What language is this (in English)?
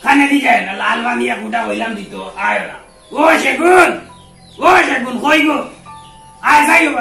Sylheti